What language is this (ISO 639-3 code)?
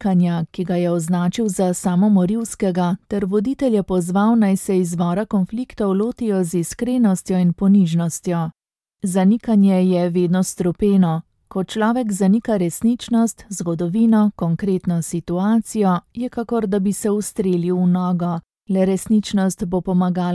slv